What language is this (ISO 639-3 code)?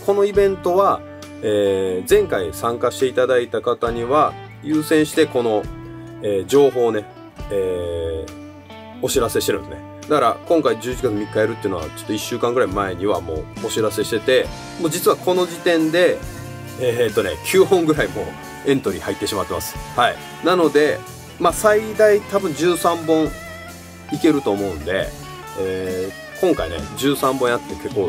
jpn